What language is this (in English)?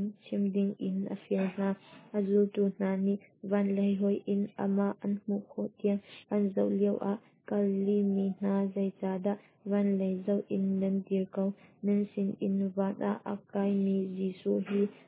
Hakha Chin